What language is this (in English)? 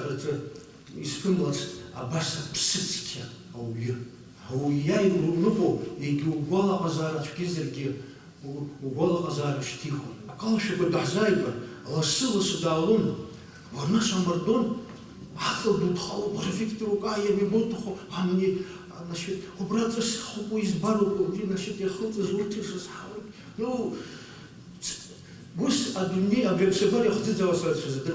Abkhazian